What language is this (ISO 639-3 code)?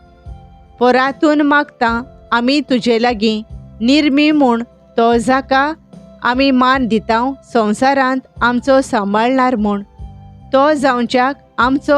kok